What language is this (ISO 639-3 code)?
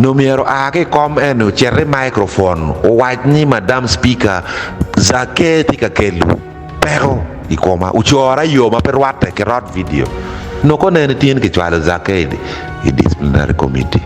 ach